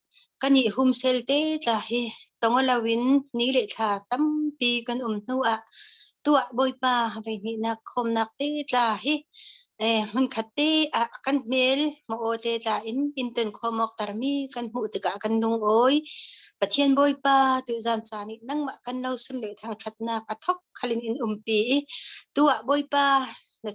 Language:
Falam Chin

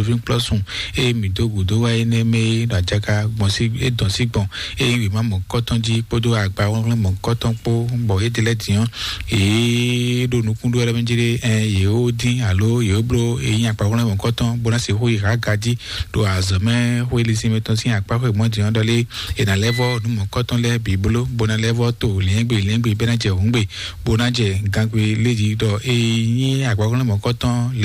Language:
Fon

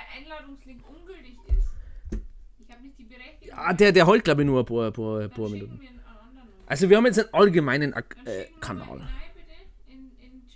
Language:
Bavarian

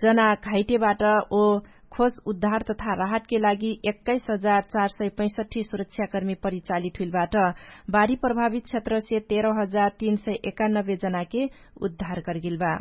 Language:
Dangaura Tharu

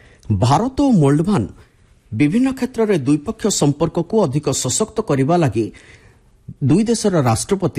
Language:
Odia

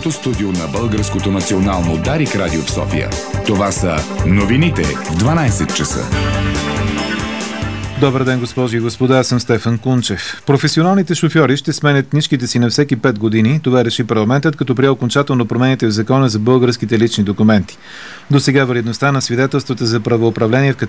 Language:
Bulgarian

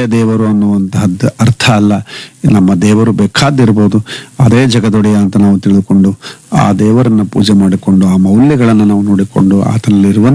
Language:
Kannada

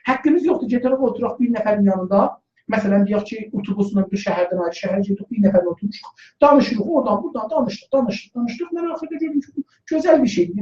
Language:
South Azerbaijani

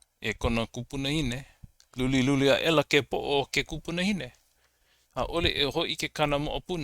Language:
Hawaiian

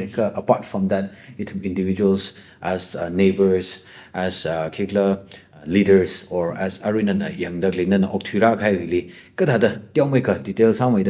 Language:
Tangkhul Naga (India)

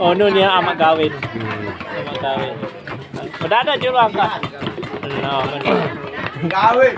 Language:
Sasak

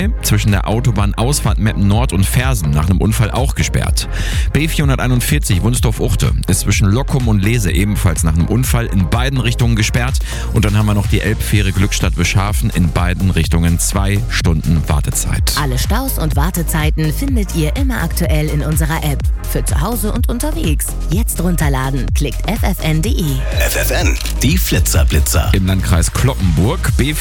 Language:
German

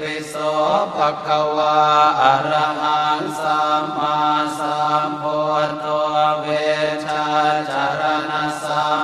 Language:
Pali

